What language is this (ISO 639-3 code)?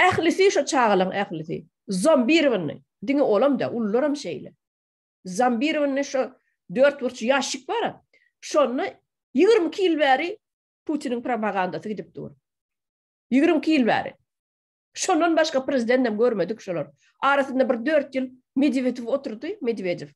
tuk